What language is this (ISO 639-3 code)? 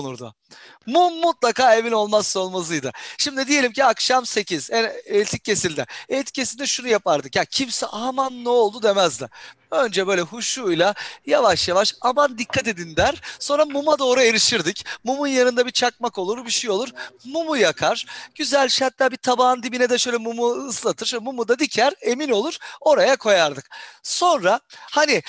tur